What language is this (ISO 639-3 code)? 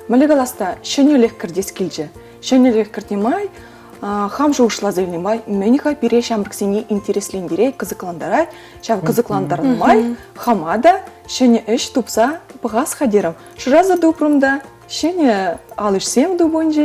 chv